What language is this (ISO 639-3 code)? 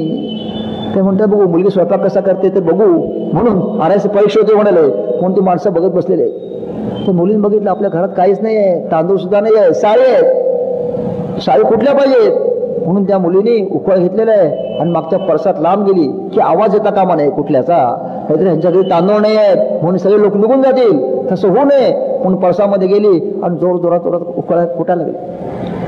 mar